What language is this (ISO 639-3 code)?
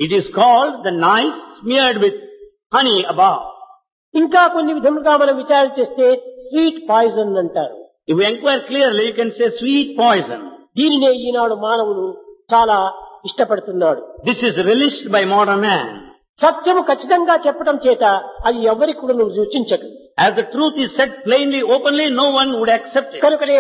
tel